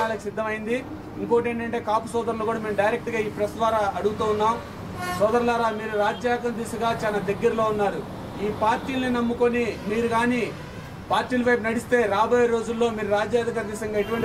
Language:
Telugu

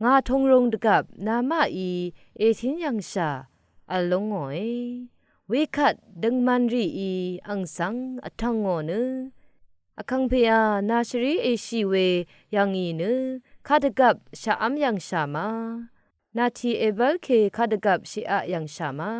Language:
Rawang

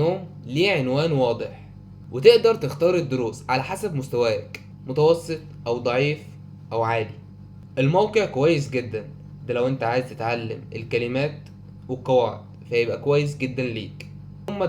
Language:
Egyptian Arabic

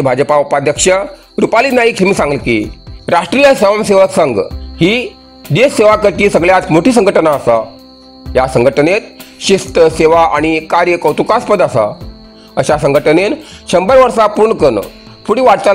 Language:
Konkani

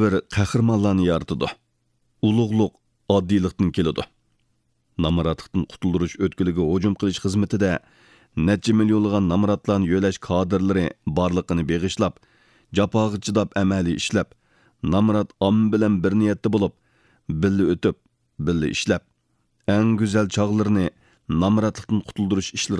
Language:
Uyghur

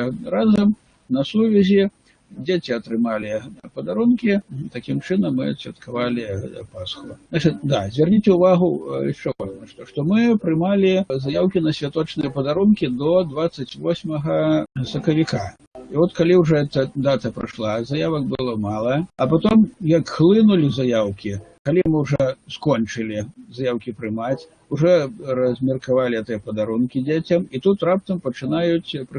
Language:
Belarusian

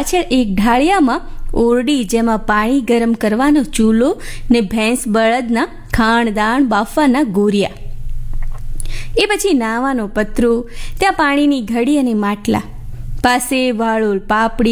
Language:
Gujarati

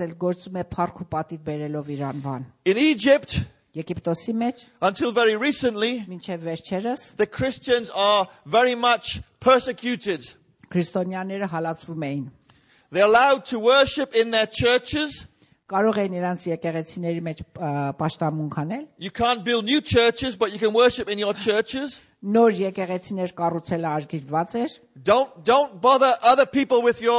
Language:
Armenian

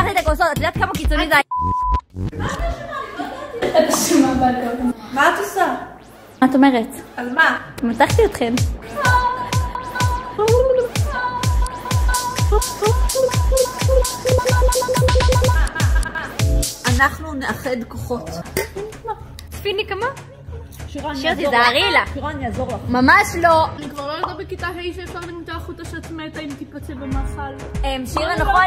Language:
Hebrew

